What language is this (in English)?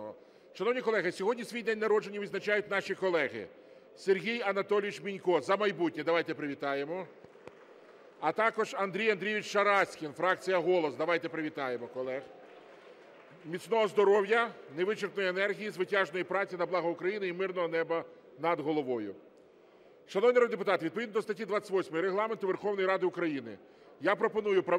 Ukrainian